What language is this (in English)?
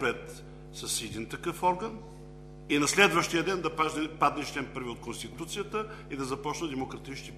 Bulgarian